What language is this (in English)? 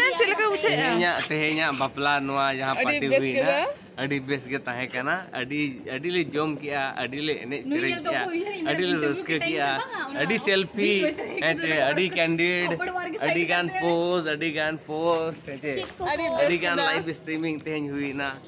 Santali